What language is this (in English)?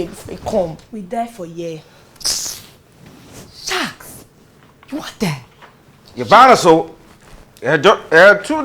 Nigerian Pidgin